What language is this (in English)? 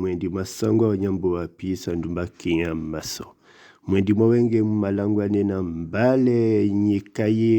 Duala